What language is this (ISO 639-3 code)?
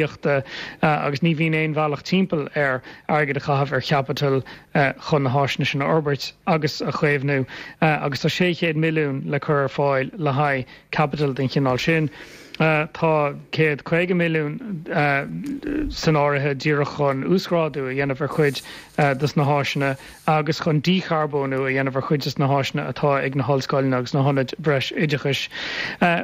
gle